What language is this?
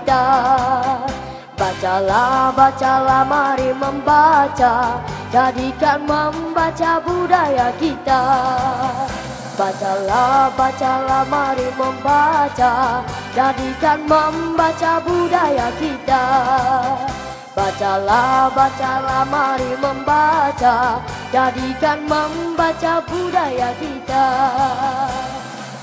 Malay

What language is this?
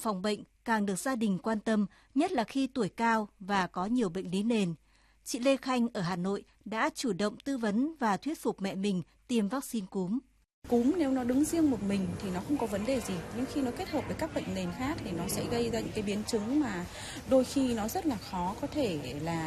Vietnamese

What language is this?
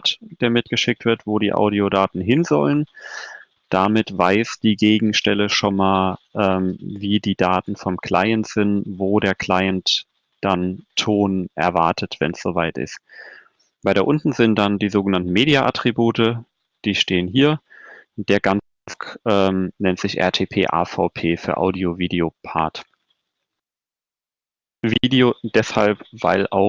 German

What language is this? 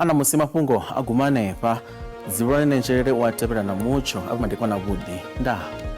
Venda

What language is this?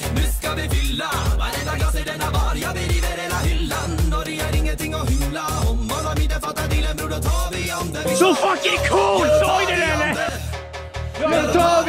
Swedish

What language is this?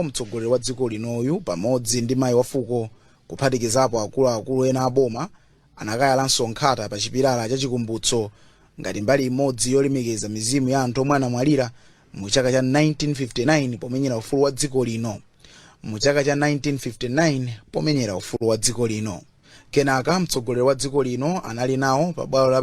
Nyanja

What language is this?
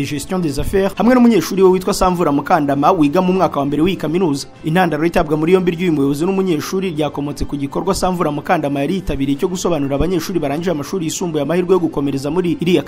Kinyarwanda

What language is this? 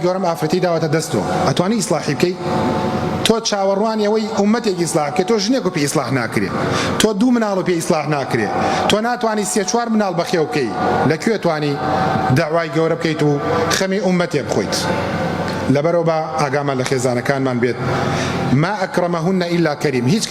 Central Kurdish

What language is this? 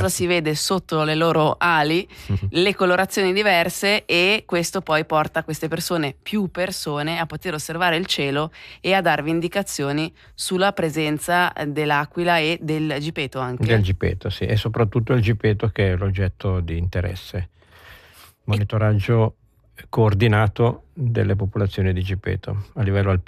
Italian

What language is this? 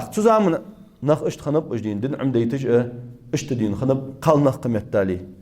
Ingush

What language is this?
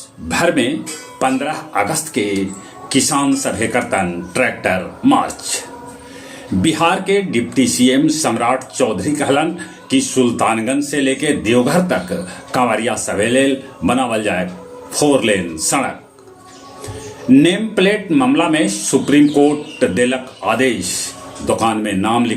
Magahi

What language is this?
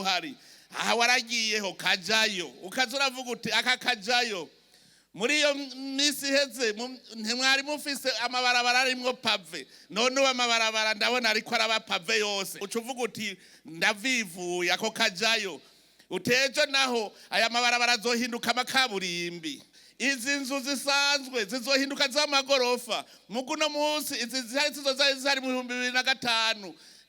Rundi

